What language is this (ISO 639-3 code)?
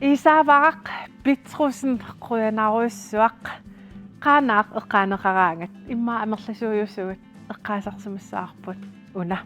kal